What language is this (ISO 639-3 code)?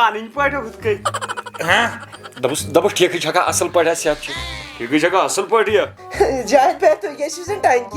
kas